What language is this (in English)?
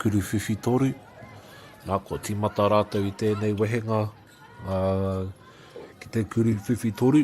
Māori